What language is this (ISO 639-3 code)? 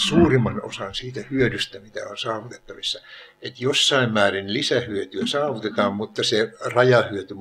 fin